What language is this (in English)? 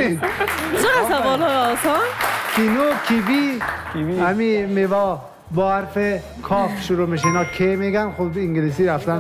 Persian